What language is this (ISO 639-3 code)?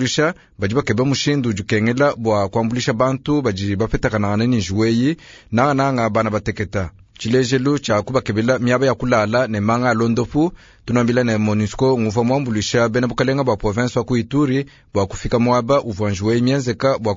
lua